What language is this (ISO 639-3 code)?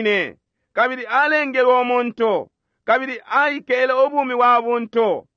bem